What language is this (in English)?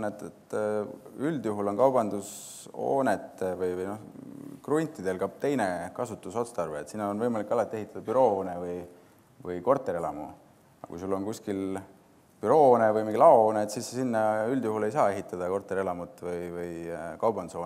Estonian